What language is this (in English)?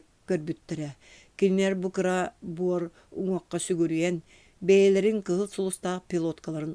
Yakut